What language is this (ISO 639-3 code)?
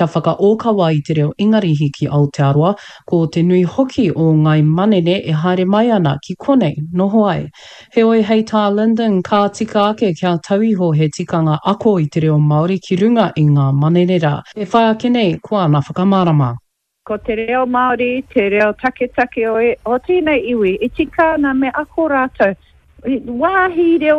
mri